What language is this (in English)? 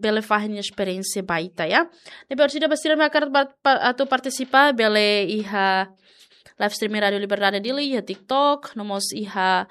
Tetum